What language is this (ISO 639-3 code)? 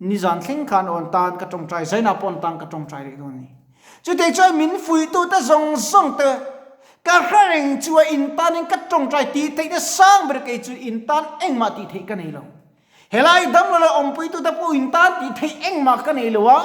lus